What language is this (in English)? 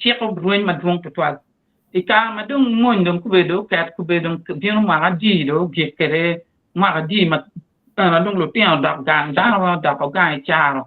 Acoli